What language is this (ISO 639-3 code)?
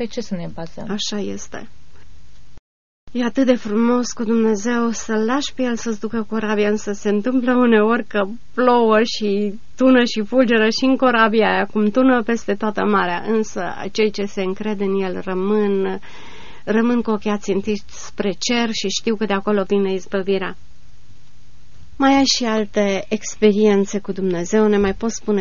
ron